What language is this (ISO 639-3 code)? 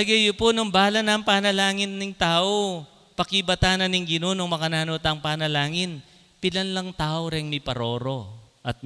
pam